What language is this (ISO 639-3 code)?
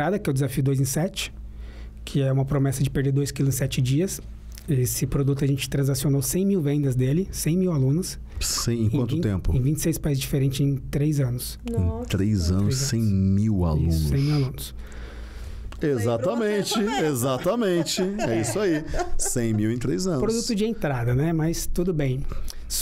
por